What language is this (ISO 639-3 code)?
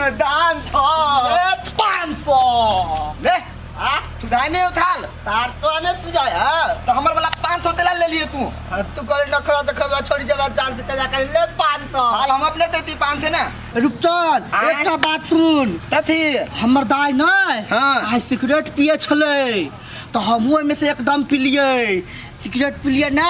mai